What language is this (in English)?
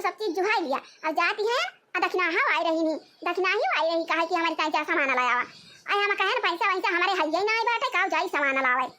Awadhi